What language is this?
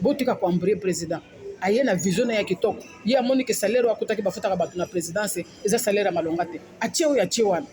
Lingala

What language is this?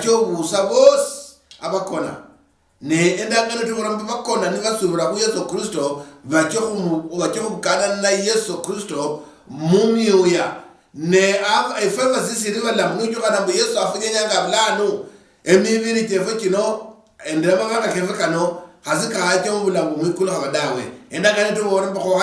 Luyia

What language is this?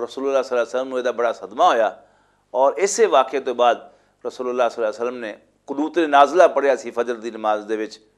Western Panjabi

